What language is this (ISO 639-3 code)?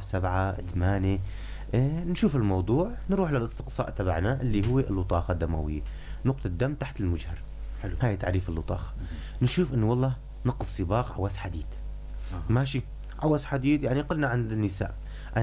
apc